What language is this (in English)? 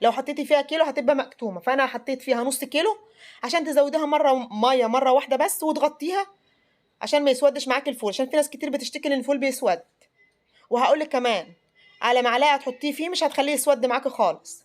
Egyptian Arabic